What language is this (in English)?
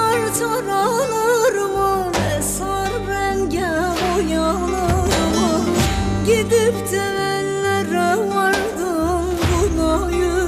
Turkish